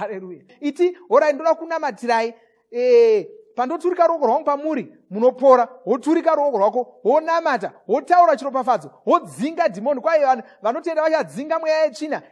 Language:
Shona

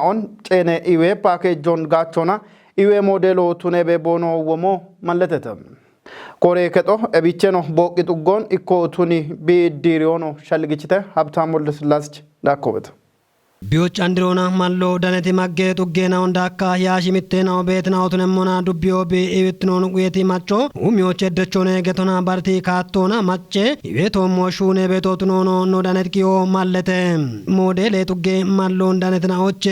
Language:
Kafa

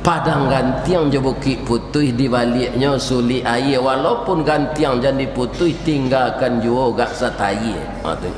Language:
Minangkabau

